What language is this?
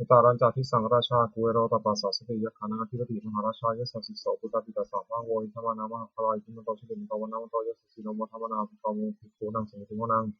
Pali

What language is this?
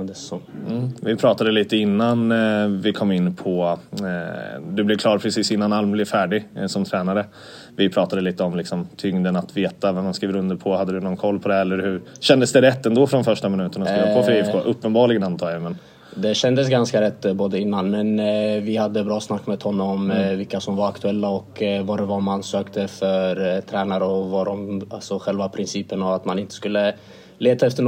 Swedish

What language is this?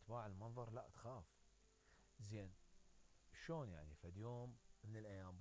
Mesopotamian Arabic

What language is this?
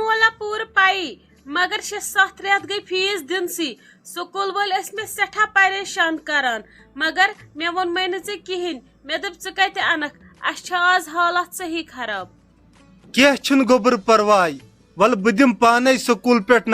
Kashmiri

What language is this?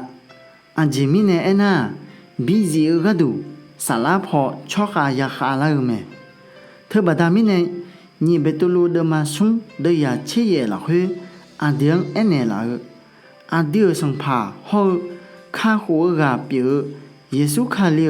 Akha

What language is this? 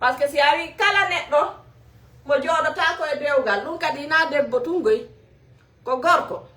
Fula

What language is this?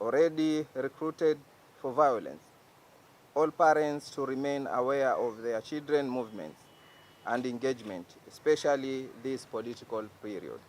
Kamba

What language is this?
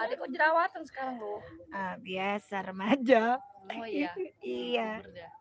Madurese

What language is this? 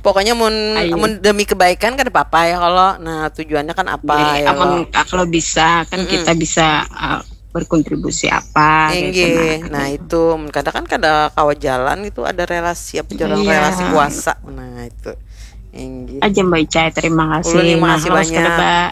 Banjar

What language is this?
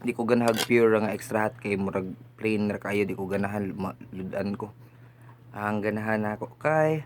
Cebuano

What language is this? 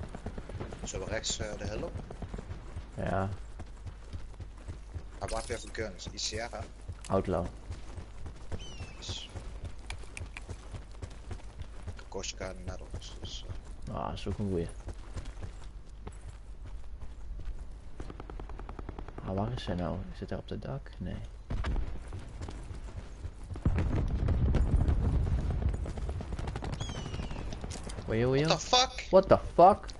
Dutch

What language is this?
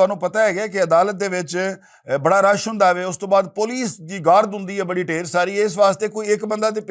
Western Panjabi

